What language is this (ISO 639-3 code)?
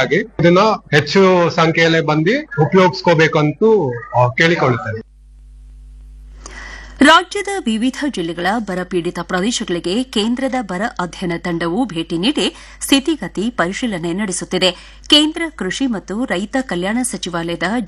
kan